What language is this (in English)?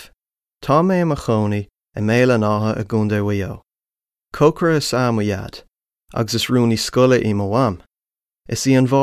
Irish